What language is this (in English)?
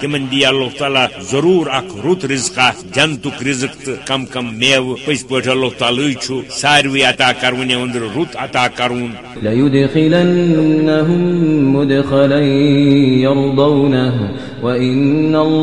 Kashmiri